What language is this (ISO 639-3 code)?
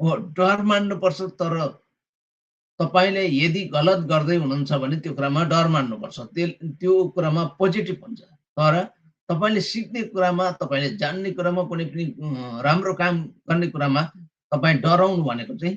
nep